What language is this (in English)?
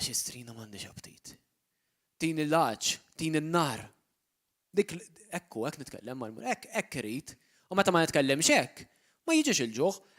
Maltese